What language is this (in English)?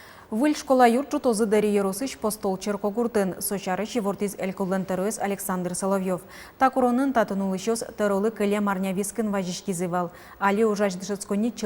Udmurt